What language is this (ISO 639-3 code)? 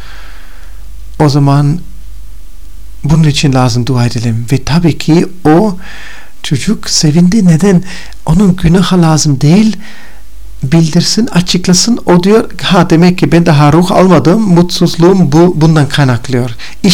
tur